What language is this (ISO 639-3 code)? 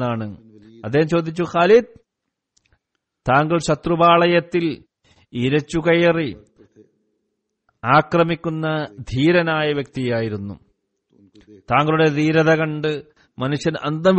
mal